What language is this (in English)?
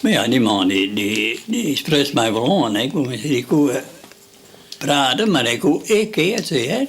Western Frisian